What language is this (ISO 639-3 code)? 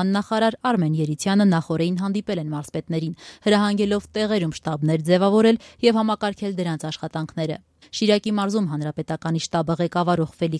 hye